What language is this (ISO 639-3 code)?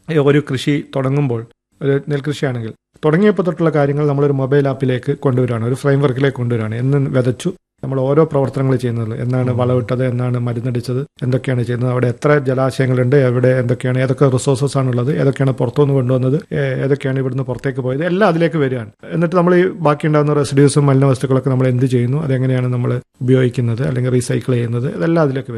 mal